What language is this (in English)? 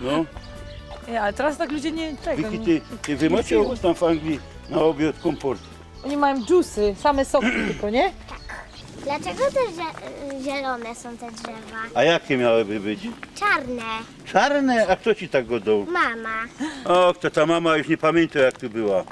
Silesian